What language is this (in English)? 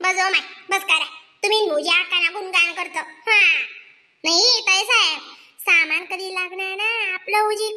Khandesi